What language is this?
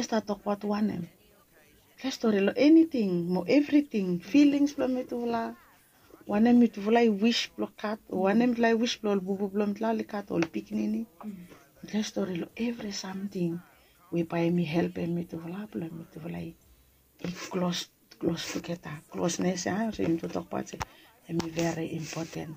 Bislama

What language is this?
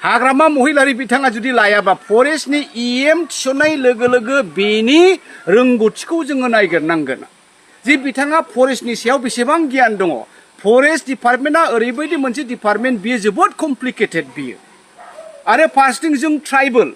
Bodo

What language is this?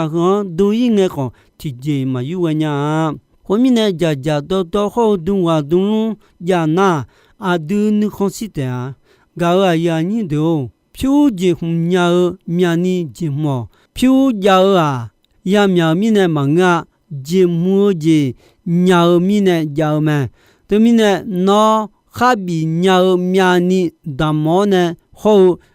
Akha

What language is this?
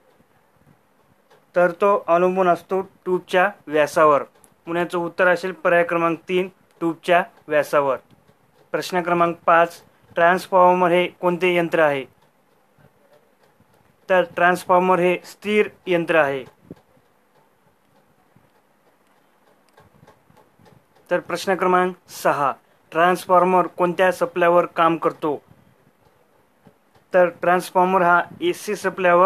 Marathi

